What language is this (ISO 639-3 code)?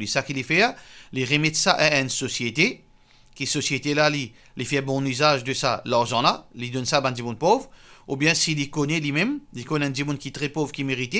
mfe